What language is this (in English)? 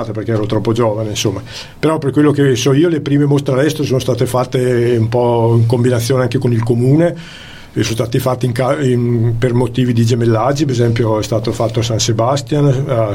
Italian